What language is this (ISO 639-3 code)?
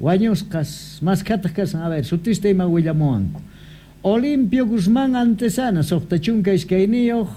quh